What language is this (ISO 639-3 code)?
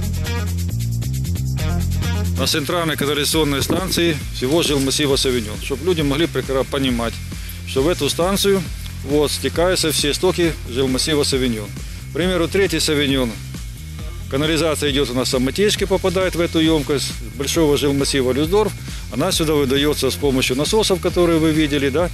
rus